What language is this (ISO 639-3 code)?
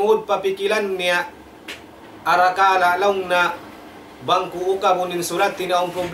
tsg